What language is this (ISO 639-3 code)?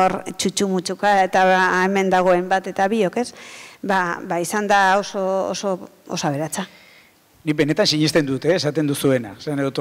eus